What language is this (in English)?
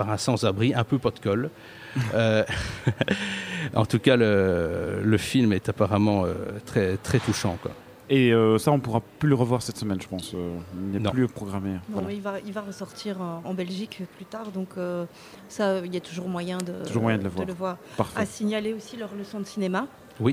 French